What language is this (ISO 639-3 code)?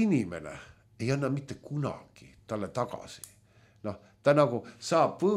est